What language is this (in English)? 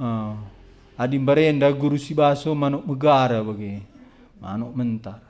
Batak Karo